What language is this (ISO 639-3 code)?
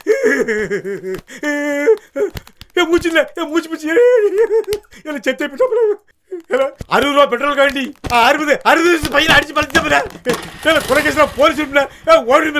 tam